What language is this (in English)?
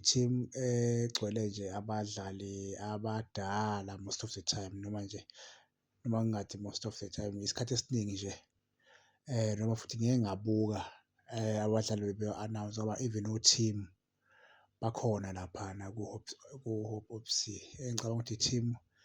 Zulu